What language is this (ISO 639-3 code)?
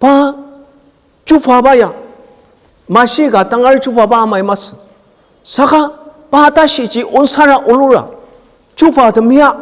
njo